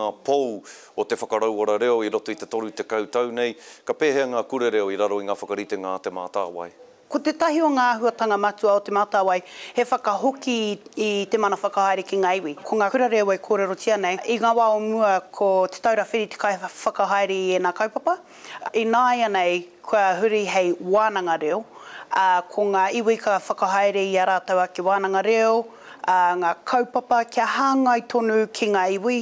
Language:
Māori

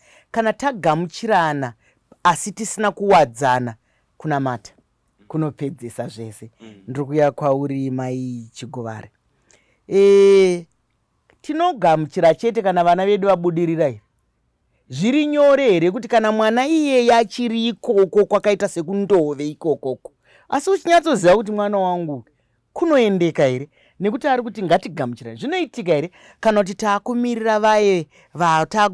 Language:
Shona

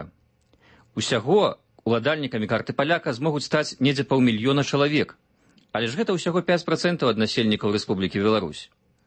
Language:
Belarusian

